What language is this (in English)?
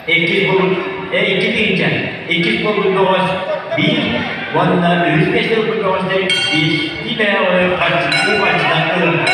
Yakut